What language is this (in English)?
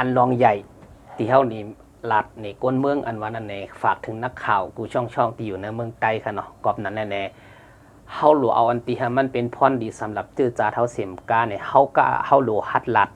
Shan